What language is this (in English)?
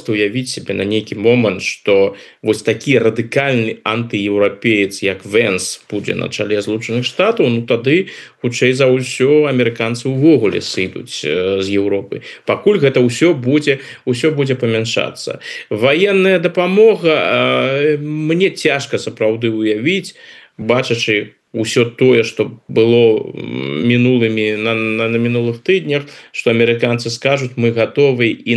Belarusian